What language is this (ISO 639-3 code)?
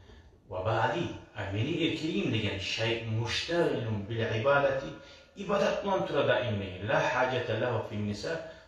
kum